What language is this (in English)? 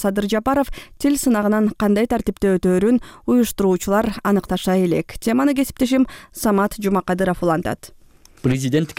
Kyrgyz